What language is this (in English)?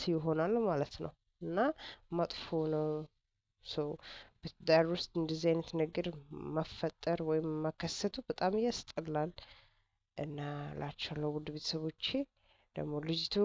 Amharic